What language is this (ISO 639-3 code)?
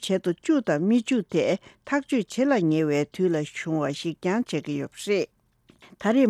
bod